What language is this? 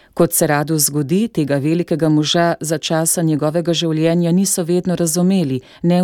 Slovenian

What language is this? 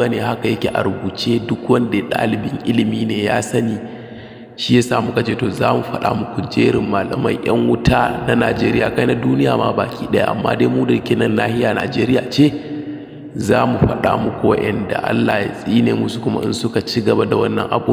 Hausa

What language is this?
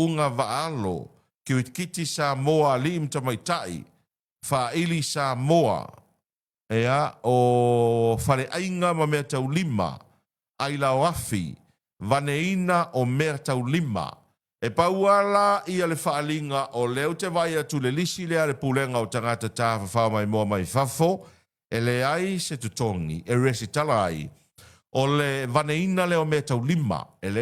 Samoan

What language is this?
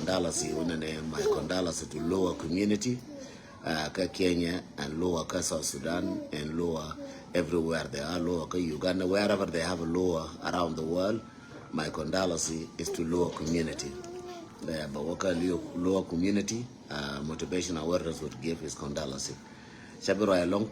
Nuer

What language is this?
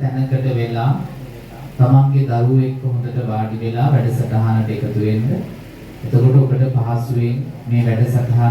Sinhala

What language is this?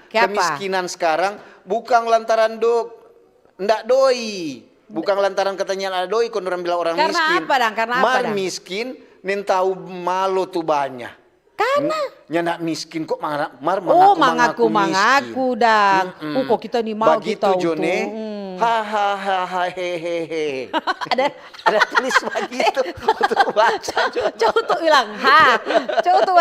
Manado Malay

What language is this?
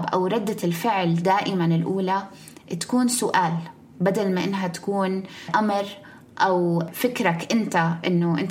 North Levantine Arabic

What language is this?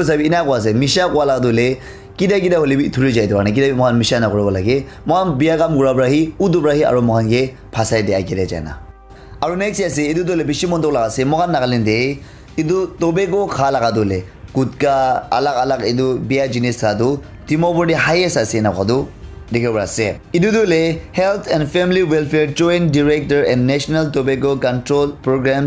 Naga Pidgin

